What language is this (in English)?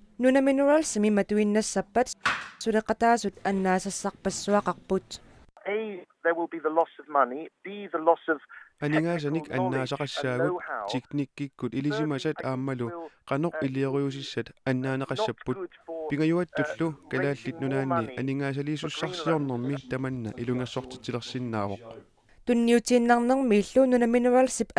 Kalaallisut